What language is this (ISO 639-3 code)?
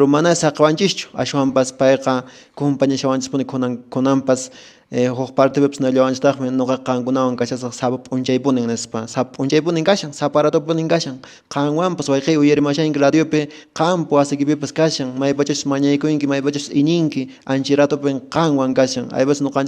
que